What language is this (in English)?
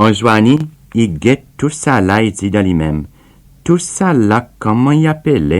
Seselwa Creole French